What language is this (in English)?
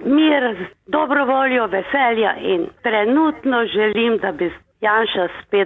Slovenian